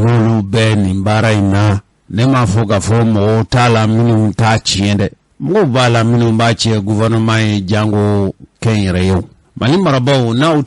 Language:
Bambara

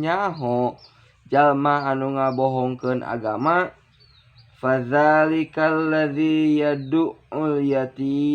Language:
Sundanese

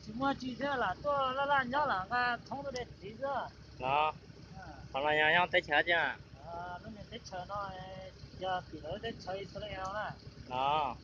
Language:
Hmong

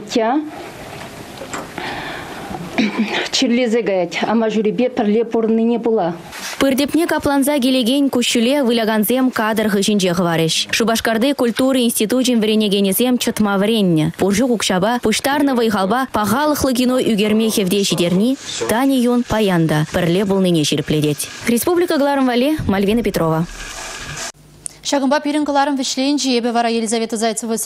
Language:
Chuvash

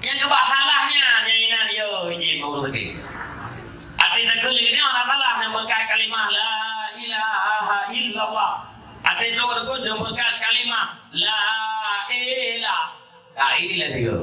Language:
Achinese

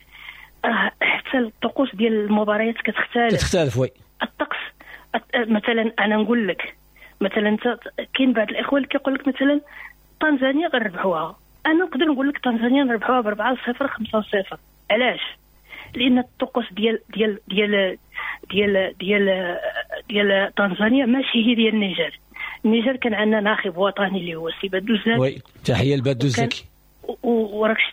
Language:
Moroccan Arabic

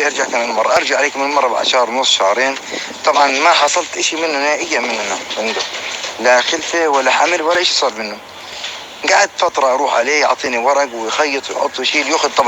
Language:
North Levantine Arabic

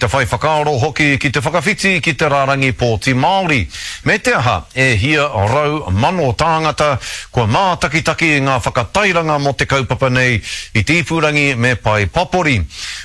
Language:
Māori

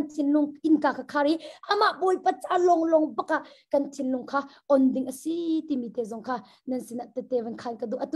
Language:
Hakha Chin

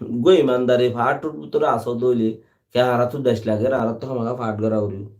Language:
Rohingya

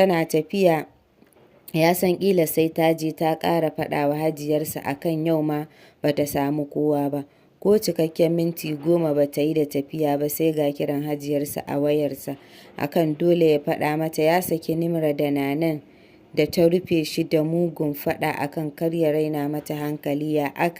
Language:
Hausa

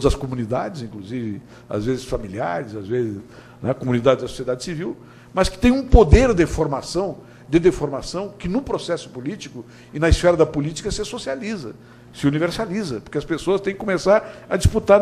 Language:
Portuguese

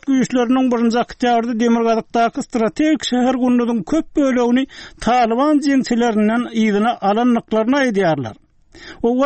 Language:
Turkmen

